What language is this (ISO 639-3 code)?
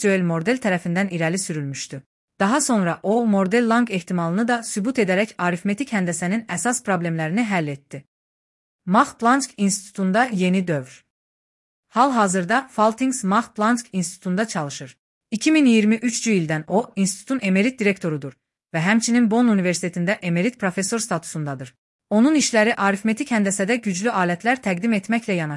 aze